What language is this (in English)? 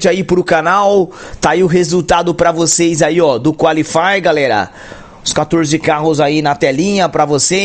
Portuguese